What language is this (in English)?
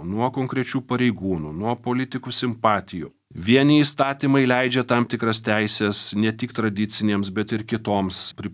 Lithuanian